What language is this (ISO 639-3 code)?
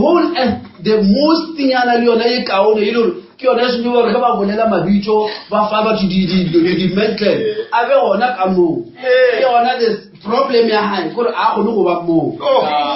nso